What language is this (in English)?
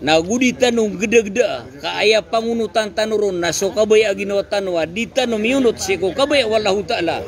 Maranao